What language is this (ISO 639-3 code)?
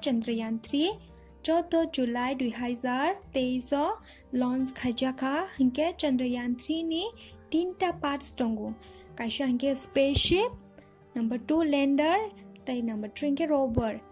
trp